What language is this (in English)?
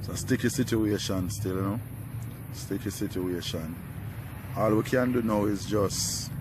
Jamaican Creole English